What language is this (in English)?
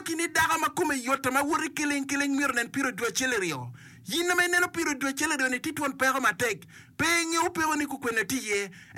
Acoli